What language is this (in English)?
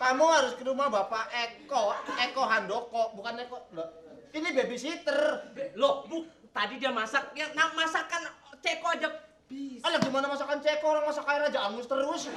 Betawi